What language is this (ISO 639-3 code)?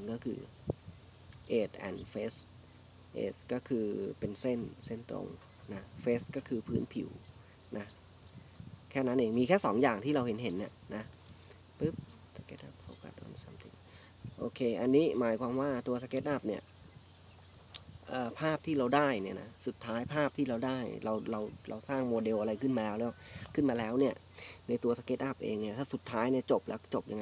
tha